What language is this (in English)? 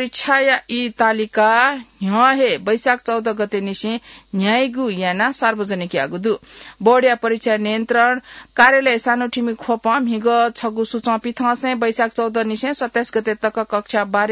Newari